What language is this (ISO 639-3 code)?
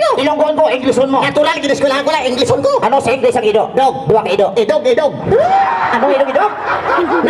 hil